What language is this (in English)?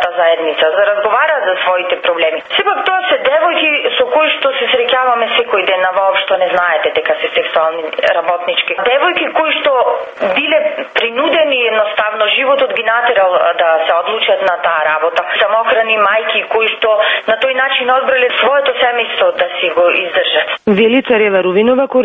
Macedonian